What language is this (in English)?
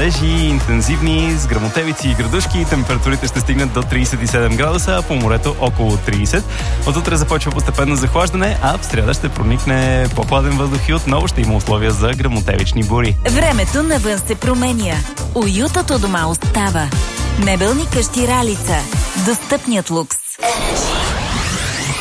Bulgarian